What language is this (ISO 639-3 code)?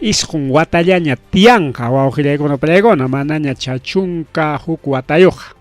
quy